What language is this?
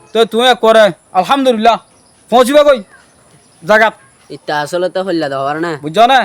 Rohingya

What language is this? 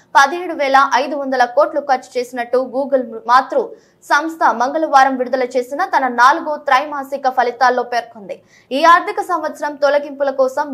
Telugu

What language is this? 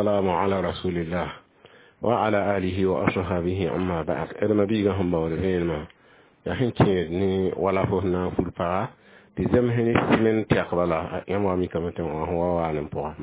Mossi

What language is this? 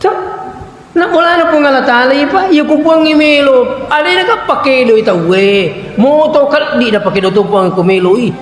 Buginese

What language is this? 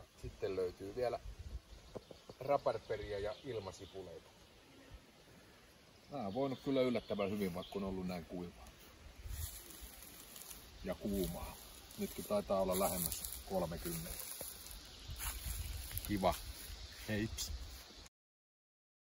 Finnish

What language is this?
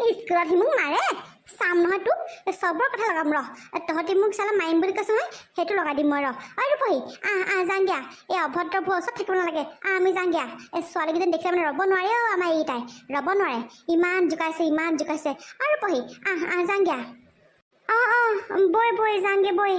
Assamese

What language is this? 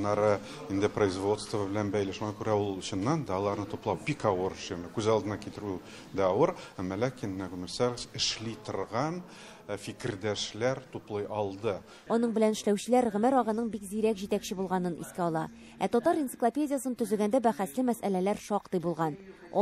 Tatar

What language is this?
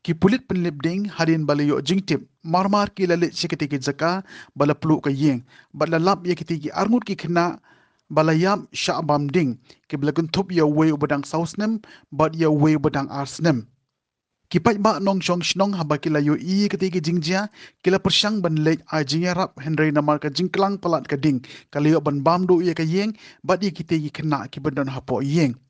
Khasi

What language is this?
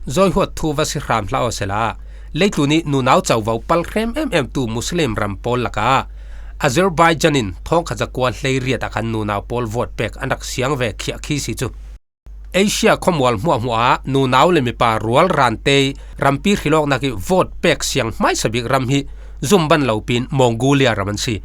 Falam Chin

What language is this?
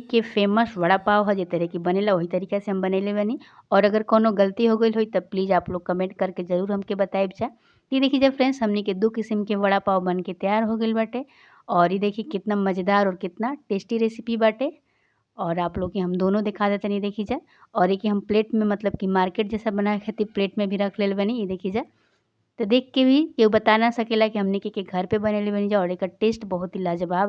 Bhojpuri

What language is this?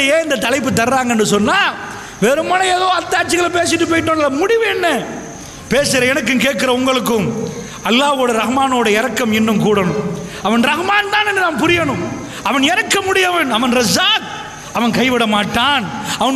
Tamil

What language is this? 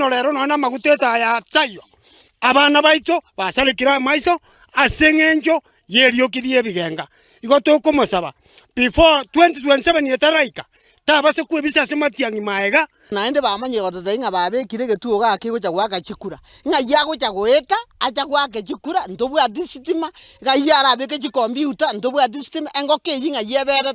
Gusii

